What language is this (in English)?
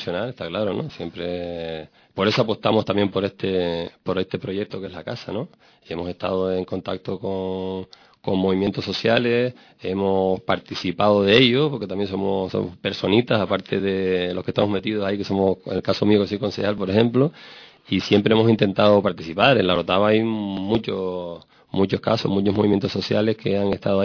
Spanish